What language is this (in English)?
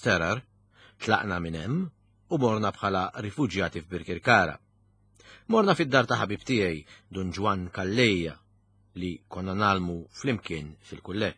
Maltese